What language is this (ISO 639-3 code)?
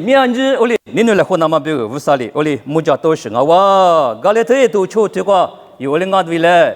lis